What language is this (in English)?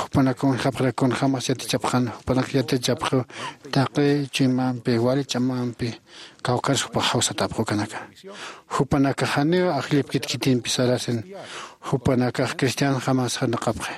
Aymara